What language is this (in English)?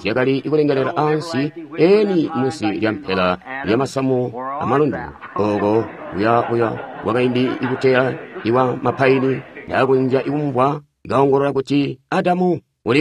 Tonga (Zambia)